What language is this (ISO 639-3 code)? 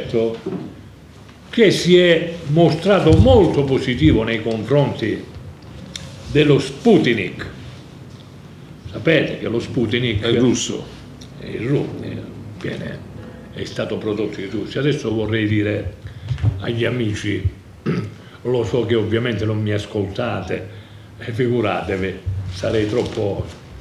ita